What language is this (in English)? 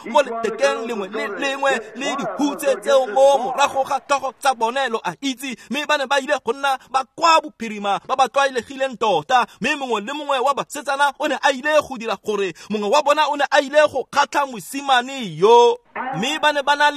Tswana